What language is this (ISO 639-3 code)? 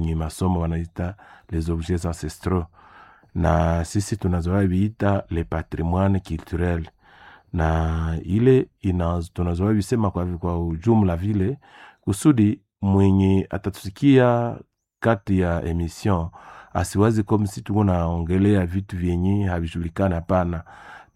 swa